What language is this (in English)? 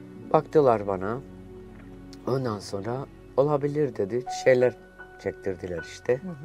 Turkish